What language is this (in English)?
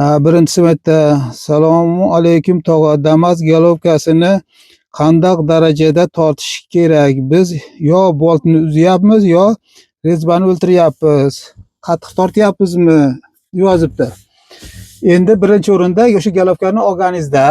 Uzbek